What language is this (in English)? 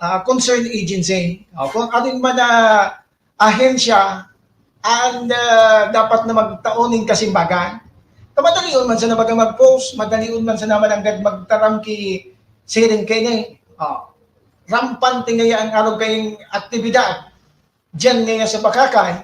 Bikol